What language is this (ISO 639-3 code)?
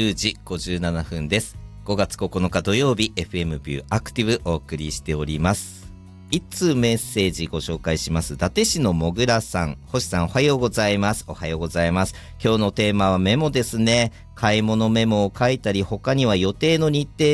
jpn